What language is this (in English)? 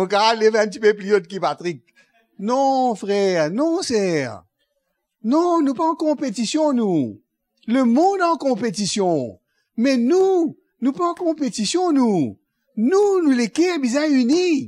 Morisyen